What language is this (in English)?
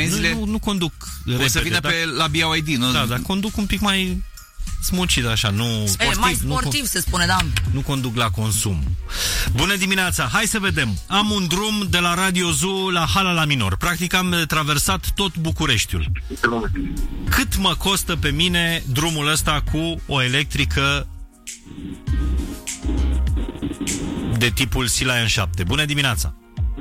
Romanian